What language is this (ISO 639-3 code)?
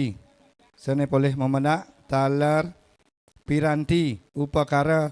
ban